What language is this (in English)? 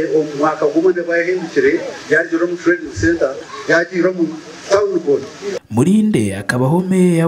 Nyankole